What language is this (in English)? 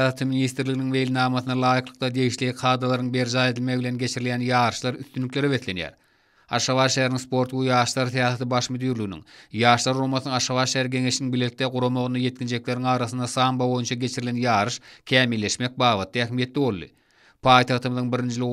Turkmen